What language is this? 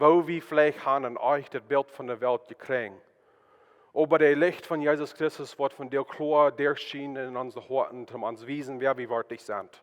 Plautdietsch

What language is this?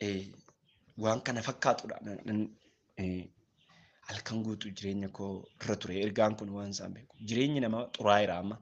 Oromo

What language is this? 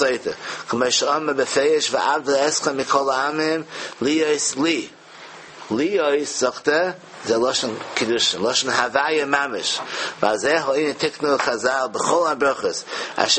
Yiddish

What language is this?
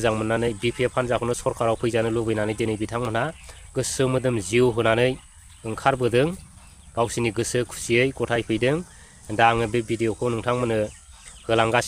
Bodo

